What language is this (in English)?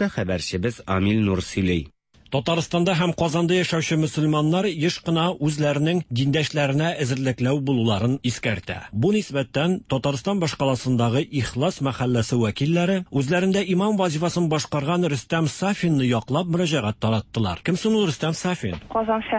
Tatar